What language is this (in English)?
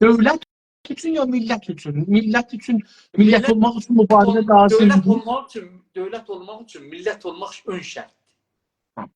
South Azerbaijani